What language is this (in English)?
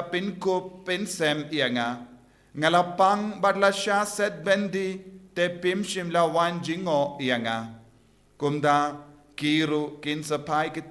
Khasi